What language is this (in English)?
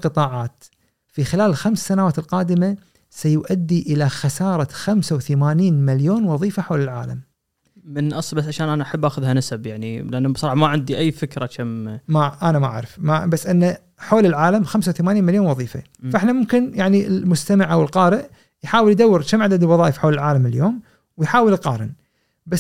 Gulf Arabic